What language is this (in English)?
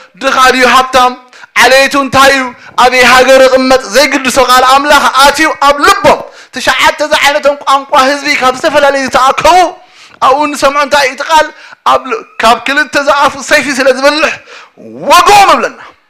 Tigrinya